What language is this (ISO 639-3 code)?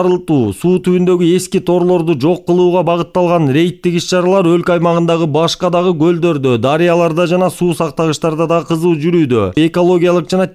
kir